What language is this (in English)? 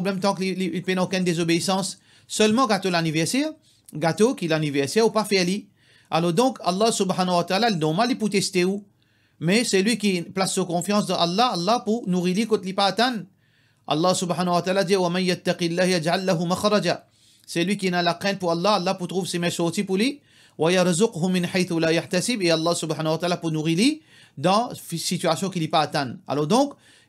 Morisyen